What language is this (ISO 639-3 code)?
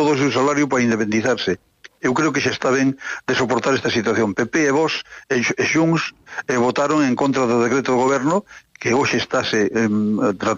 glg